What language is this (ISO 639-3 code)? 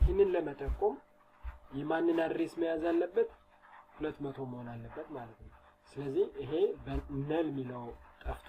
amh